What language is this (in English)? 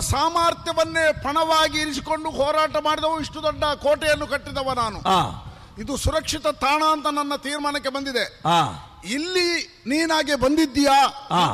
Kannada